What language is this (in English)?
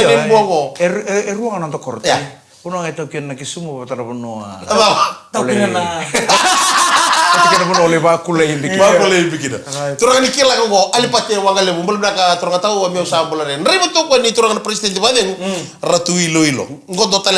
Fijian